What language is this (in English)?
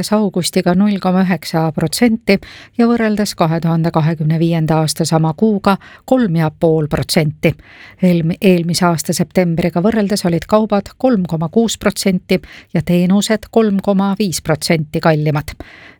Estonian